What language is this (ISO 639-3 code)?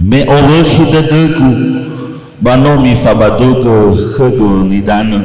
nia